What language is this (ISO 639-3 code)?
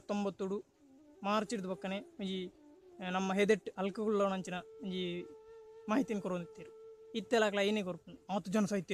tcy